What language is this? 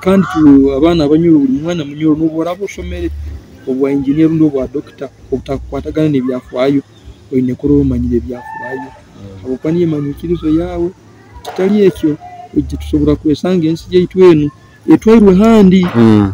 Nyoro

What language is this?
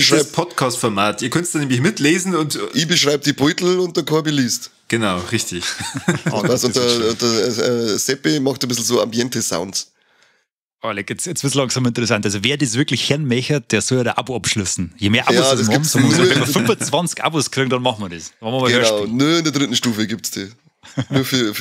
Bavarian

